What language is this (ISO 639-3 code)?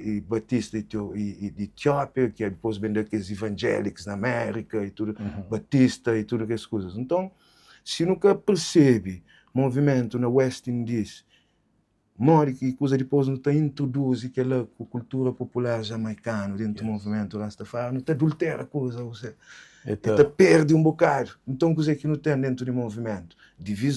kea